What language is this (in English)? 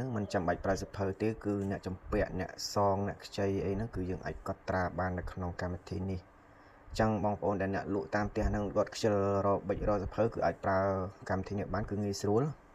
Khmer